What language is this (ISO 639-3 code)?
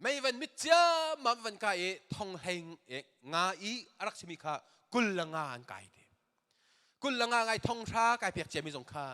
cnh